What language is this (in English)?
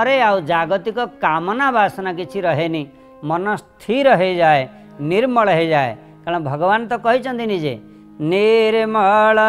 Odia